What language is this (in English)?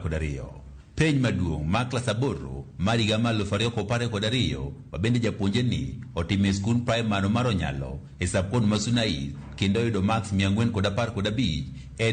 Luo (Kenya and Tanzania)